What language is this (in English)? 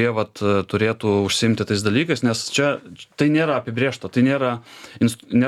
Lithuanian